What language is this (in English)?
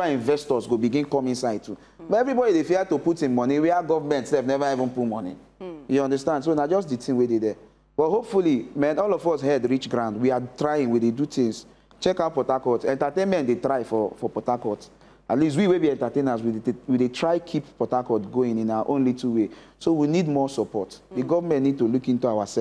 Nigerian Pidgin